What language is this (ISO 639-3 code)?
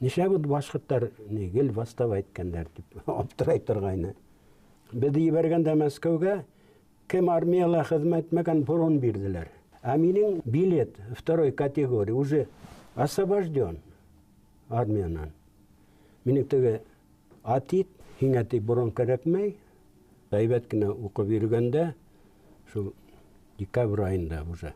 bak